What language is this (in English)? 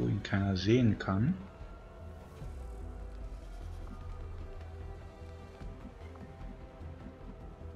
German